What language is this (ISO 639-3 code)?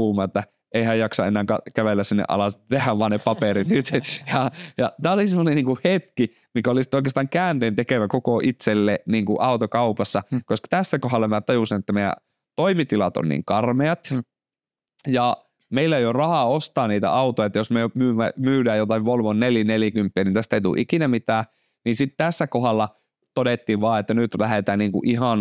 fin